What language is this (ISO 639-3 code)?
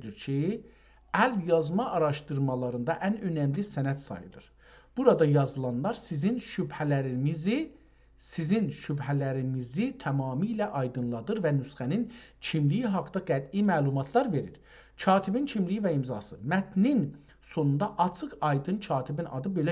azb